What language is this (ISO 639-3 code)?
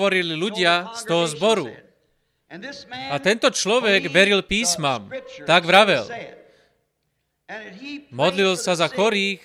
slk